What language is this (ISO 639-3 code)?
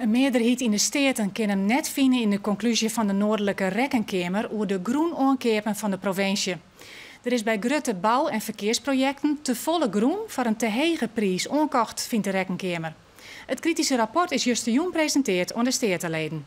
fry